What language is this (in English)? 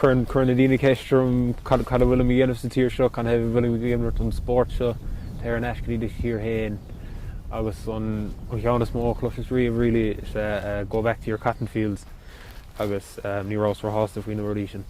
Irish